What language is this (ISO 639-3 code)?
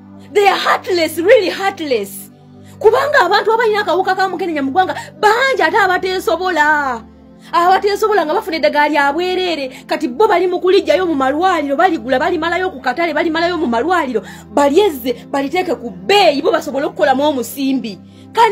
lug